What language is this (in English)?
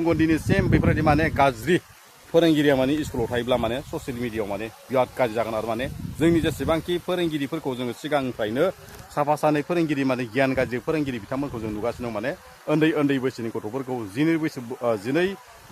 Bodo